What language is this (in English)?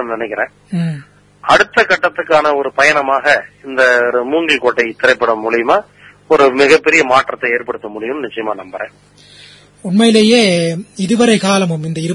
Tamil